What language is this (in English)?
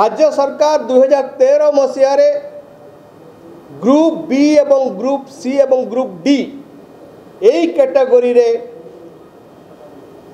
Odia